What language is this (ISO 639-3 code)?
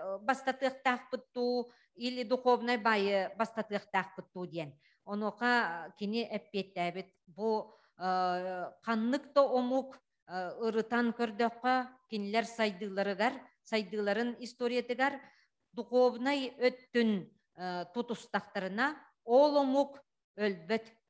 sah